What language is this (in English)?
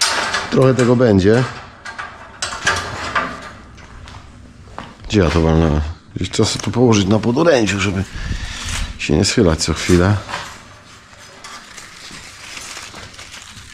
Polish